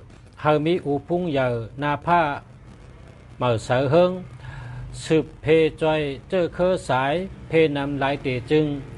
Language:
Shan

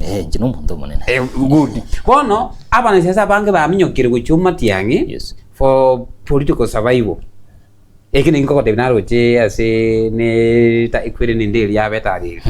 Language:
Gusii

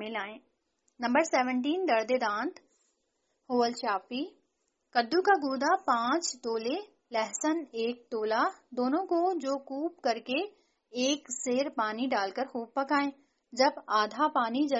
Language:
Urdu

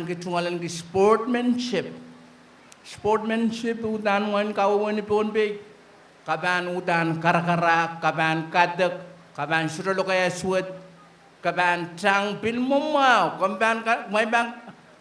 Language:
Pohnpeian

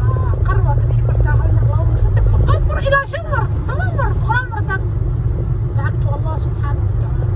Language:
Somali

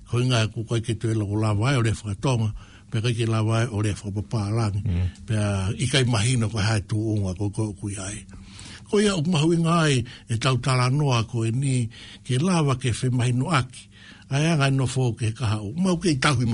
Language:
Tongan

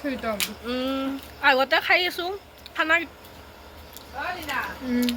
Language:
Assamese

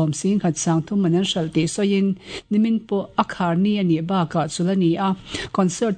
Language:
Mizo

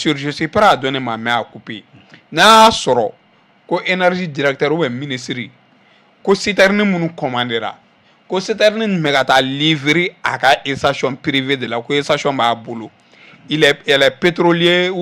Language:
Bambara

